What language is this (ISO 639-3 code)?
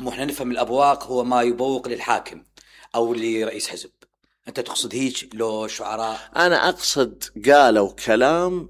acm